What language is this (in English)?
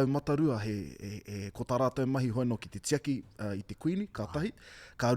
Māori